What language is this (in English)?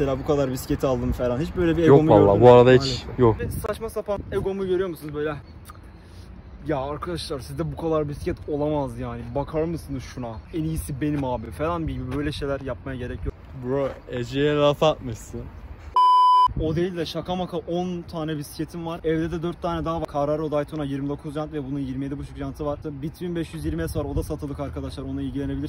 Turkish